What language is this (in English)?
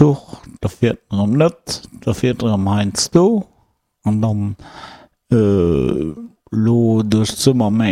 Luxembourgish